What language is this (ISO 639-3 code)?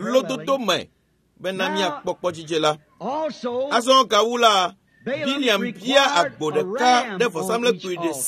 ewe